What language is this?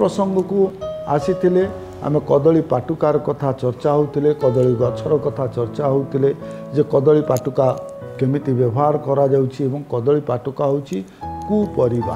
Odia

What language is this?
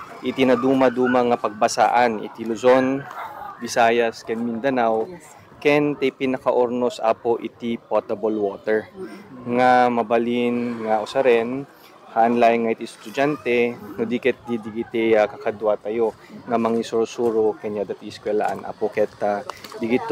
Iloko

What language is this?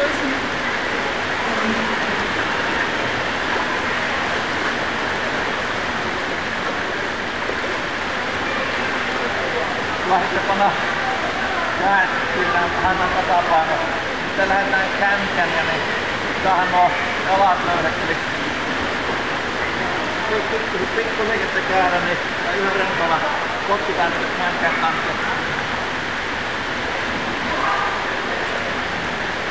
Finnish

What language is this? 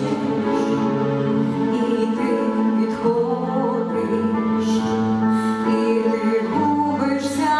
Ukrainian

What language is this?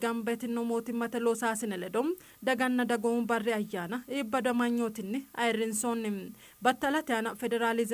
Sidamo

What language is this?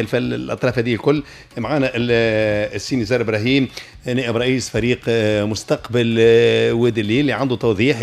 Tunisian Arabic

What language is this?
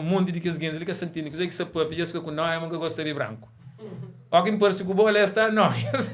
Kabuverdianu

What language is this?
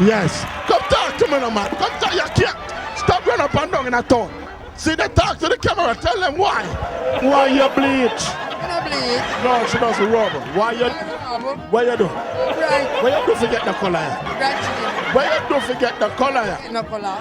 Jamaican Creole English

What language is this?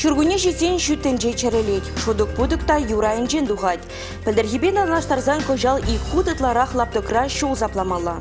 Chuvash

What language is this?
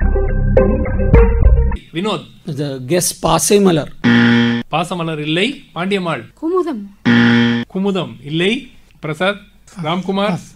Tamil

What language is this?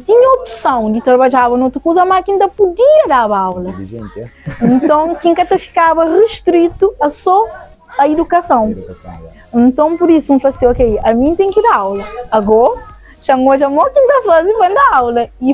Kabuverdianu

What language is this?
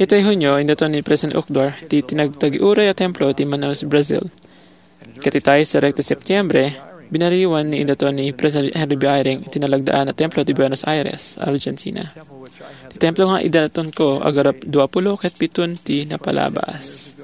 Iloko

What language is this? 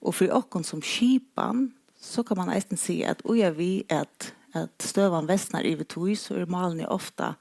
Faroese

